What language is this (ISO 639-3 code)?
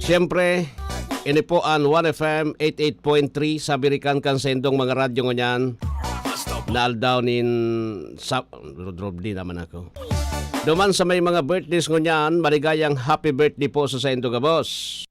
bik